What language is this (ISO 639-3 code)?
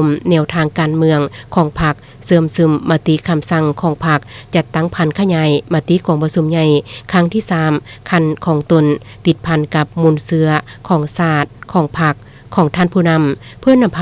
lao